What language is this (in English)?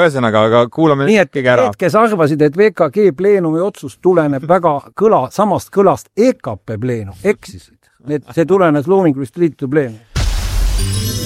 Estonian